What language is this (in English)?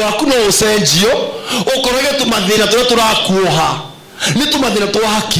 Kikuyu